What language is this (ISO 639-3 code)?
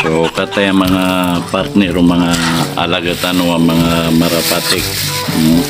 mrw